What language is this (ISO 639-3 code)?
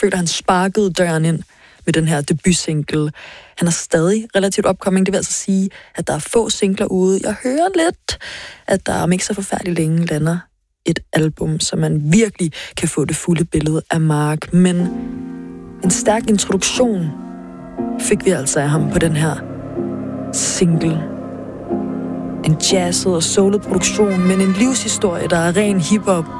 dan